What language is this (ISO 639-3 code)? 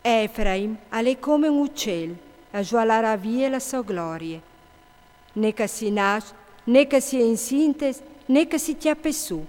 fur